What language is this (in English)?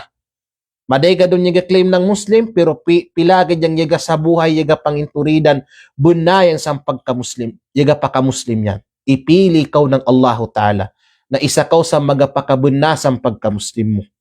Kalagan